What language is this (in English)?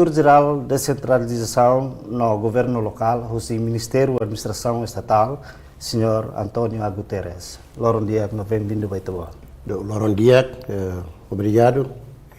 Tetum